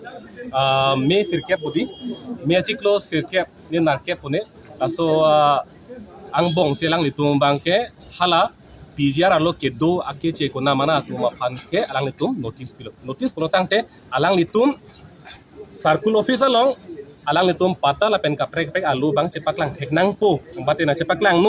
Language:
Karbi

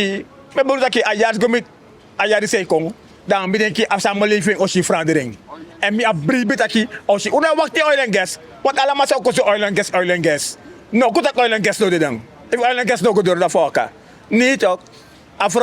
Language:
Sranan Tongo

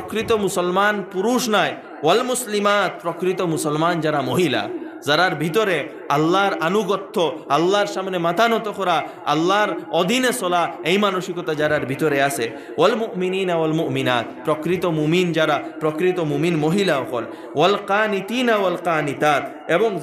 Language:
Sylheti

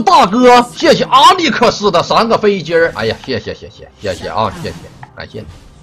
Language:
Chinese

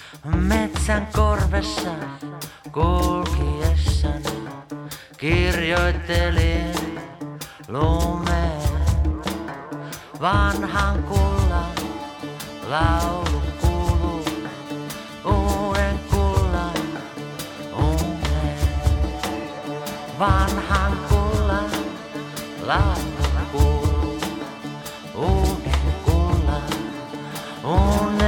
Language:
Finnish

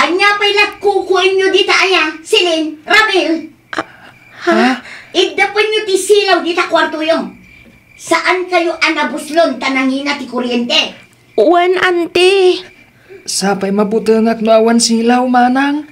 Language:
Iloko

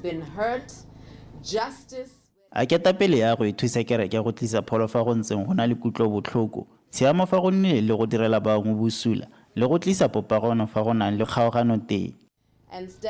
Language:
Tswana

